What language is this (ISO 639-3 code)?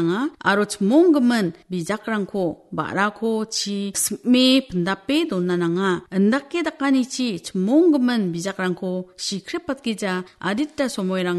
grt